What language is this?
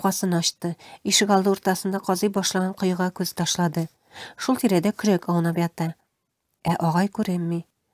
Tatar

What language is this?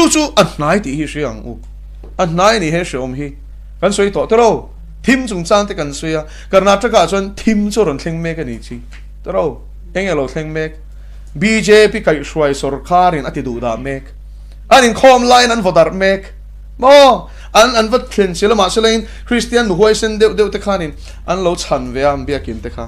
Mizo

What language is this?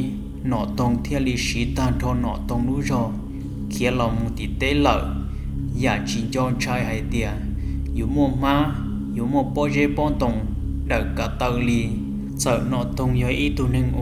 Hmong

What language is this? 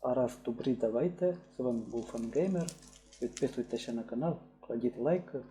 Rusyn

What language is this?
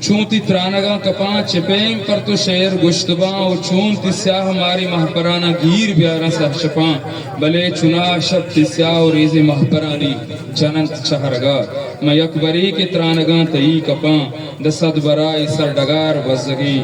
Eastern Balochi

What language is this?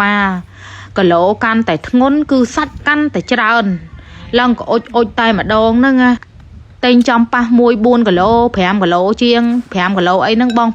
Khmer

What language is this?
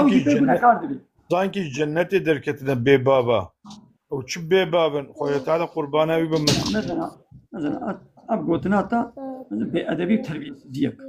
Kurdish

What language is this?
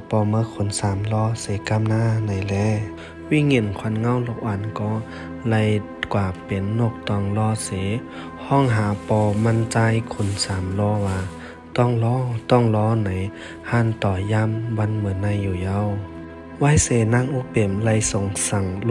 Shan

